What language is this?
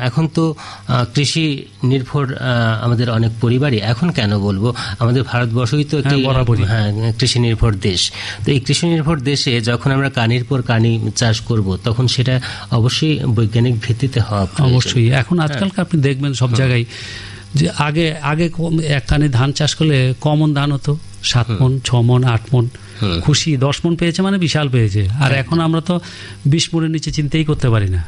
Bangla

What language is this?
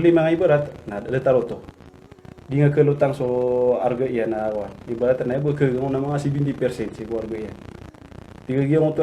Maranao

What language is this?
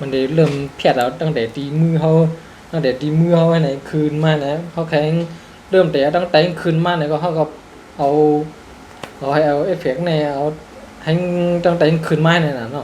Shan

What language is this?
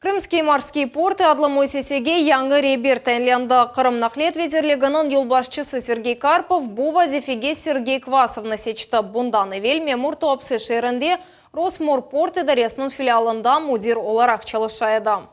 Crimean Tatar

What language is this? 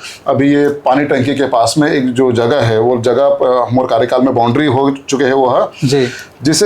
Chhattisgarhi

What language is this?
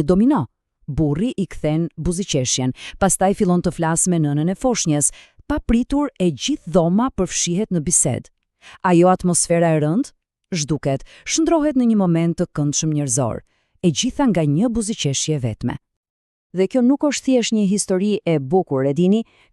Albanian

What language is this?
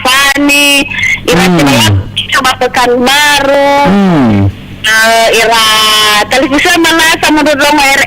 Nias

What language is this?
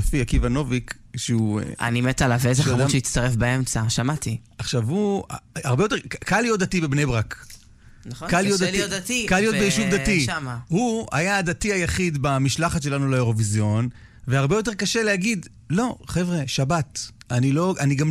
Hebrew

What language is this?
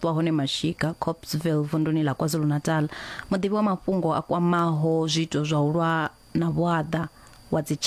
Venda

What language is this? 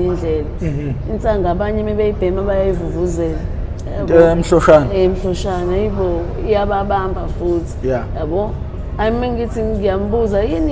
Zulu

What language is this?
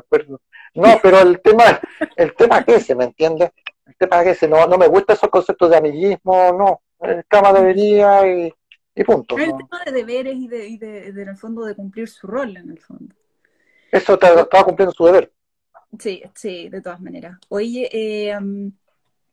Spanish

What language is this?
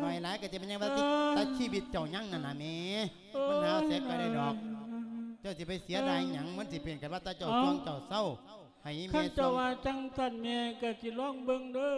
Lao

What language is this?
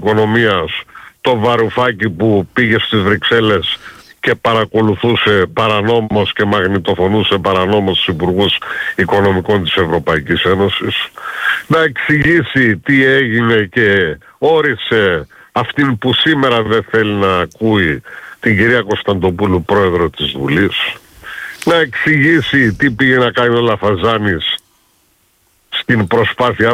Greek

